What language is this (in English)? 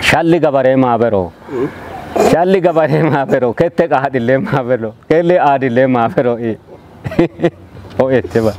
Kafa